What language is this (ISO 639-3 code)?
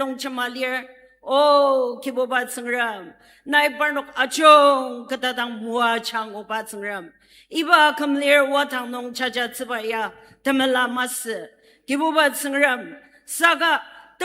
njo